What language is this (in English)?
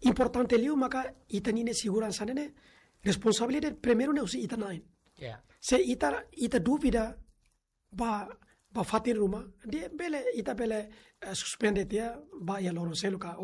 Tetum